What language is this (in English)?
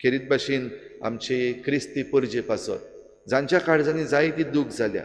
Konkani